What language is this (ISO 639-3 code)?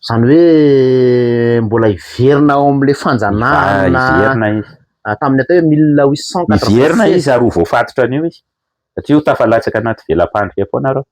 mlg